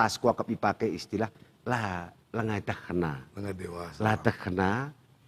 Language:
Batak Karo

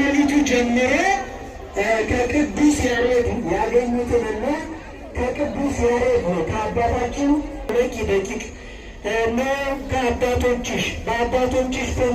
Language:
Amharic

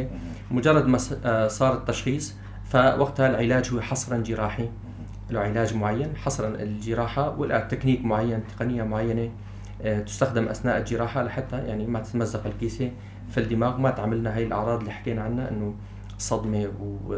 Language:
North Levantine Arabic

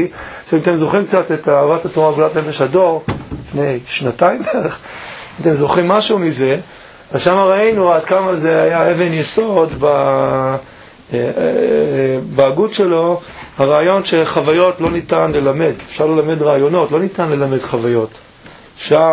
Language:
Hebrew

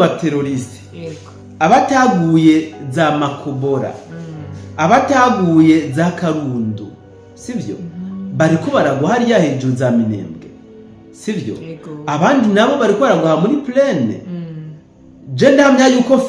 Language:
Rundi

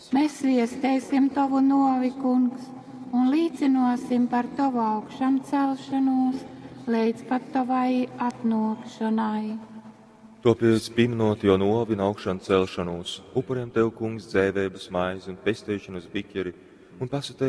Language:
Latgalian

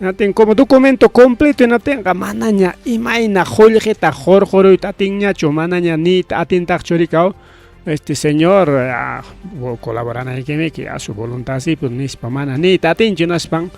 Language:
Ayacucho Quechua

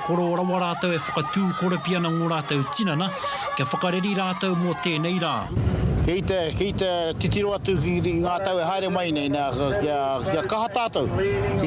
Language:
Māori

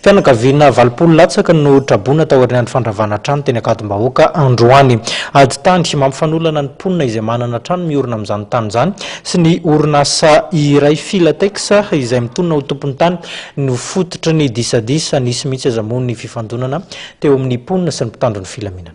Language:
Malagasy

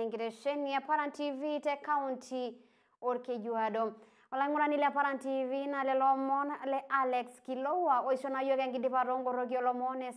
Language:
Masai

